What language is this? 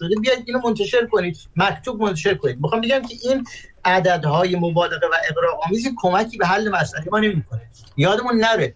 Persian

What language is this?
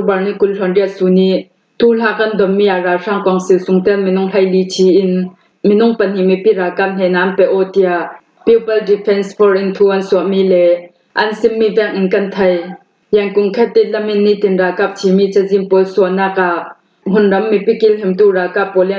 Falam Chin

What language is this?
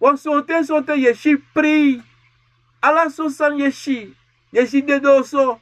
Sranan Tongo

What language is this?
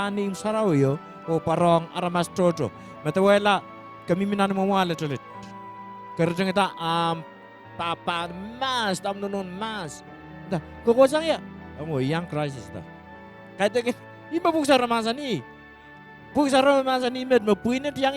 Pohnpeian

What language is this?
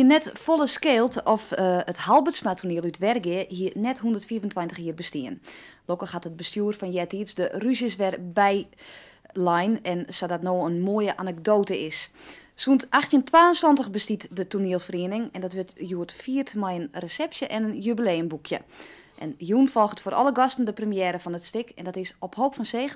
Western Frisian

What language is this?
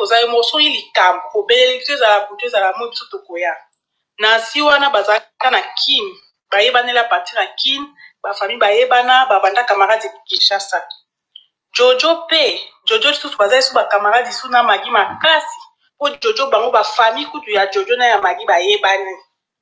Lingala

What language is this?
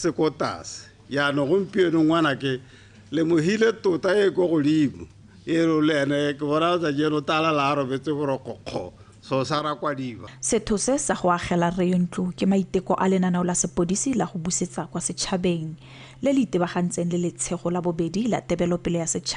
Tswana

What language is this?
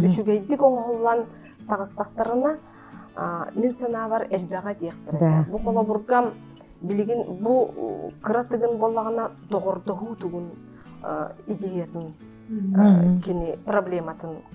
Yakut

